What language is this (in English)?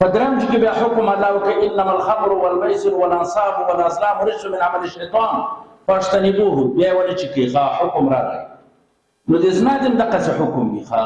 Pashto